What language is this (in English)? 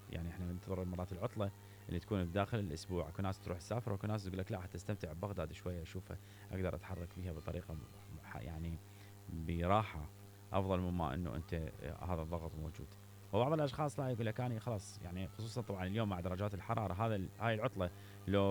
Mesopotamian Arabic